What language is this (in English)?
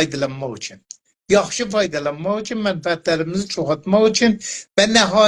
South Azerbaijani